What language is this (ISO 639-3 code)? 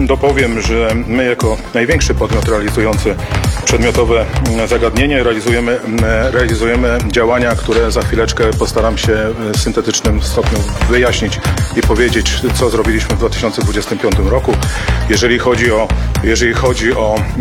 pol